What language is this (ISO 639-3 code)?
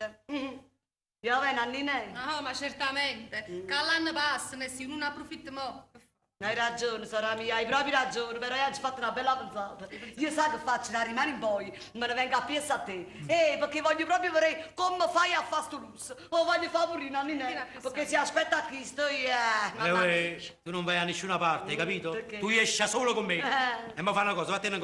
nap